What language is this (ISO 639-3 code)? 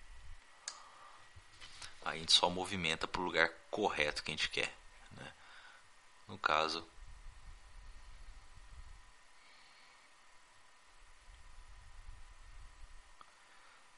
por